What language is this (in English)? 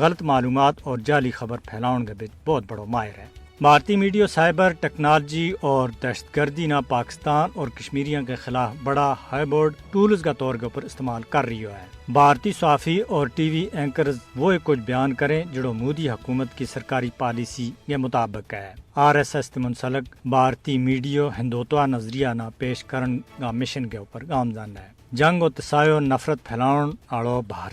Gujari